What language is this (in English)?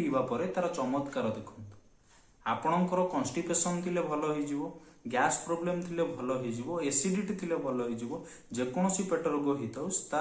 Odia